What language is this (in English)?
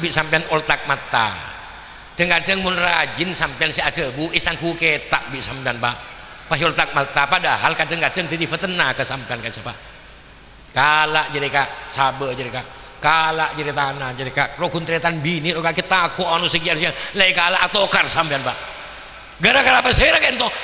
Madurese